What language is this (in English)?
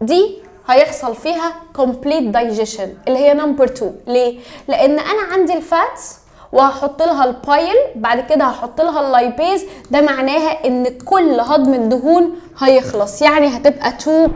Egyptian Arabic